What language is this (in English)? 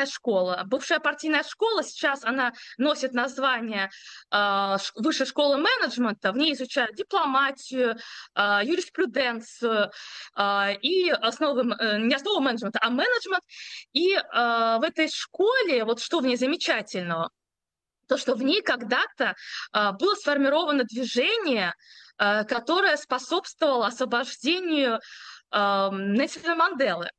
Russian